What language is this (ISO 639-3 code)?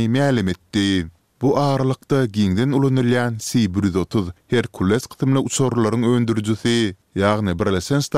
tuk